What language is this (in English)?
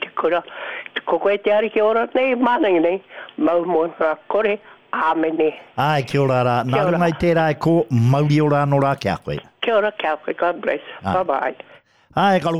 Māori